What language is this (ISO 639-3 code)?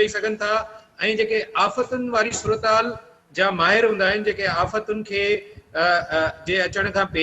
snd